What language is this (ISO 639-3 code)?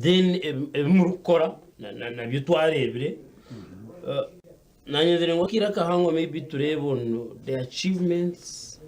nyn